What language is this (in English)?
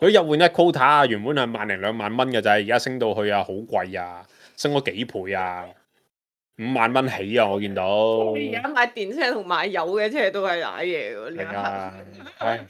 Cantonese